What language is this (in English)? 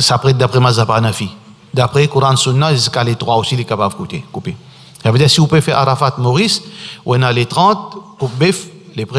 Morisyen